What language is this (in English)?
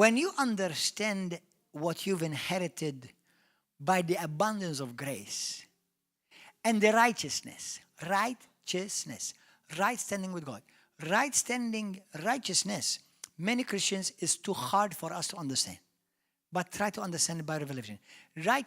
English